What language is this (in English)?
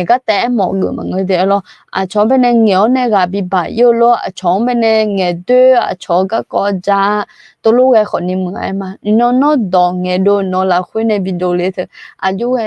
Akha